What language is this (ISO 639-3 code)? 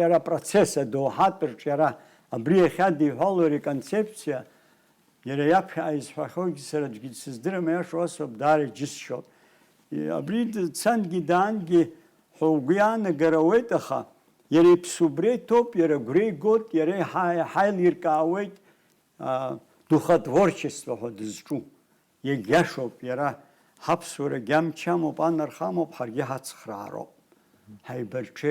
abk